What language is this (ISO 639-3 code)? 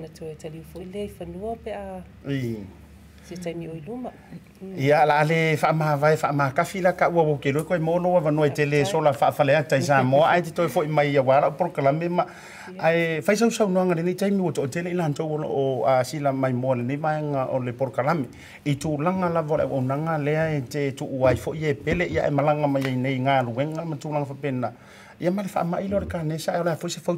smo